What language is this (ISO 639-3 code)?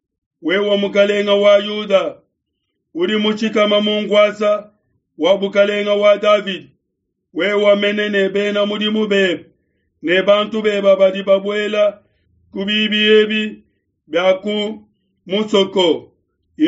lua